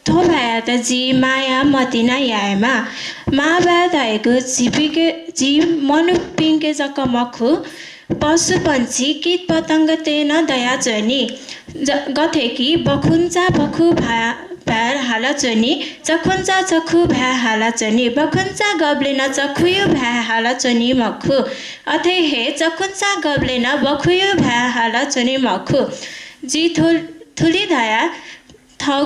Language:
Newari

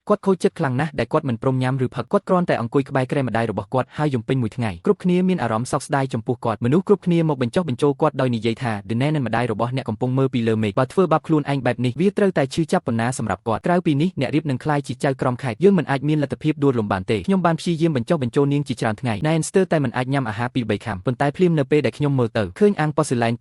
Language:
Khmer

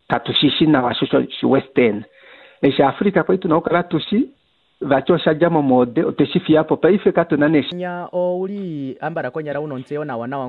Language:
Kuanyama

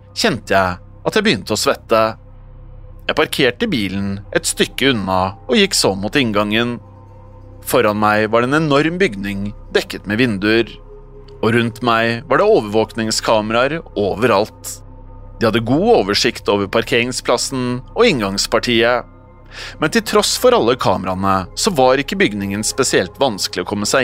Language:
Norwegian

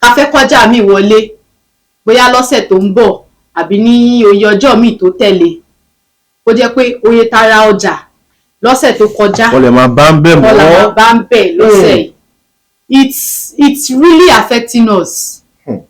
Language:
Yoruba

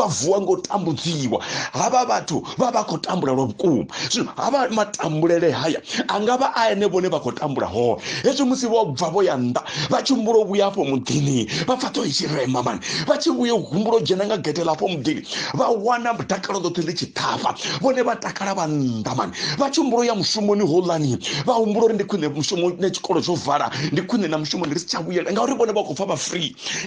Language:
Venda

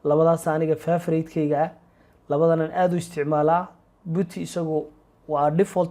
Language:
Somali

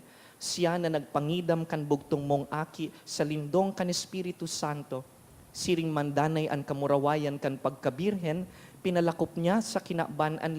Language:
Bikol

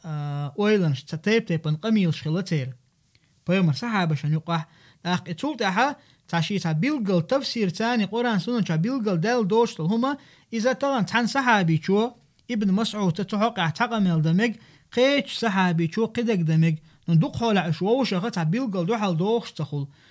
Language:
Chechen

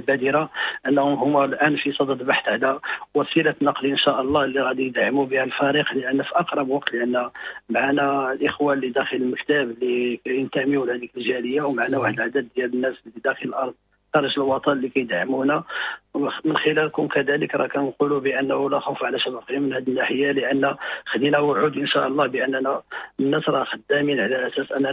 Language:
Moroccan Arabic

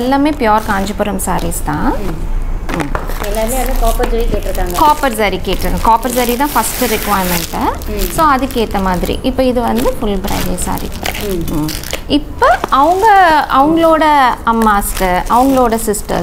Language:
Tamil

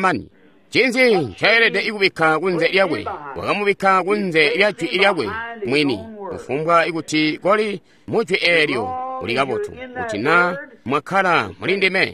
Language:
Tonga (Zambia)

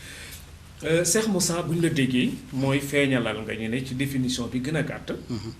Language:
Wolof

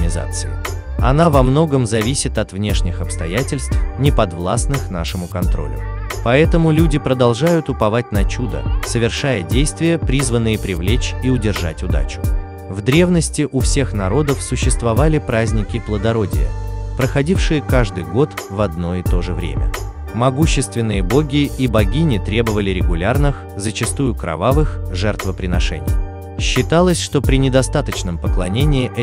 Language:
Russian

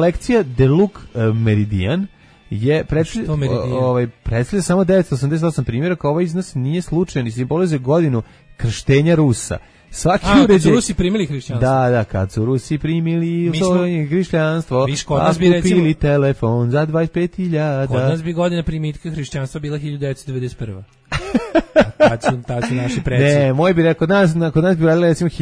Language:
Serbian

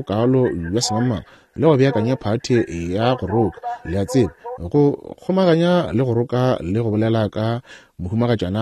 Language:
Northern Sotho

